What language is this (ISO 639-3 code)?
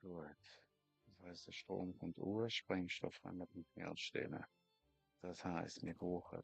gsw